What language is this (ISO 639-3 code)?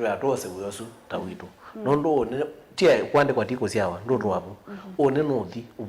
kam